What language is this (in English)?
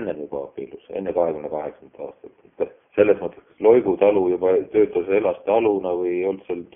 Estonian